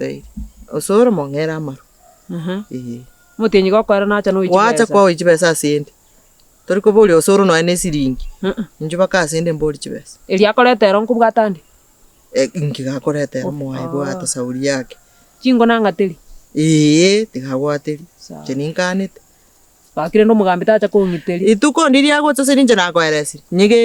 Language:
Gusii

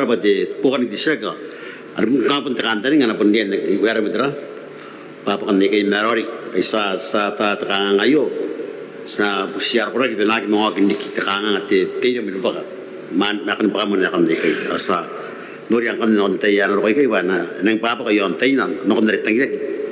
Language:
Gilbertese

